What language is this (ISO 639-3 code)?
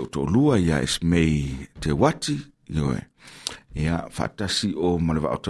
smo